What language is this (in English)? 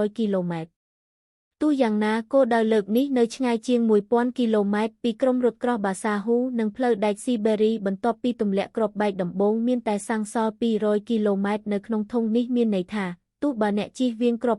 Khmer